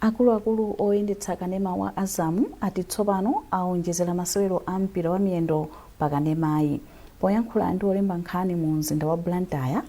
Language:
Nyanja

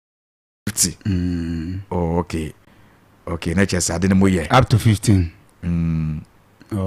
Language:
Akan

